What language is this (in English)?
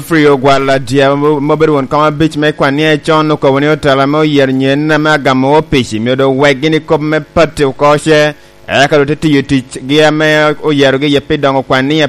Lango (Uganda)